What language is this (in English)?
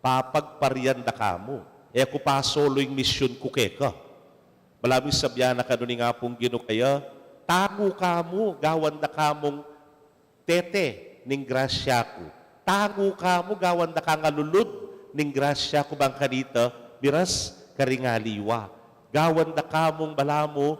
Pampanga